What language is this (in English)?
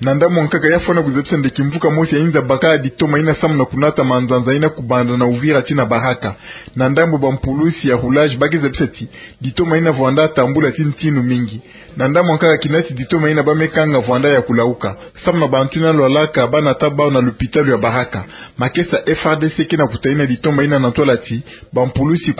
Kituba (Democratic Republic of Congo)